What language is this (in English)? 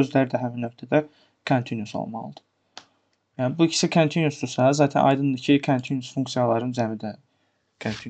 Azerbaijani